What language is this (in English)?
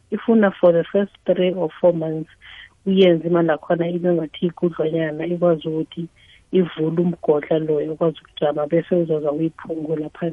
South Ndebele